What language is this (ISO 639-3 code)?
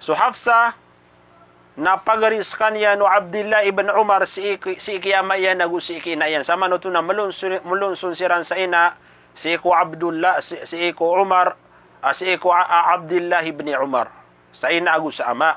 mrw